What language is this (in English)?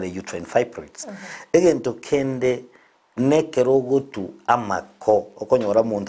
Gusii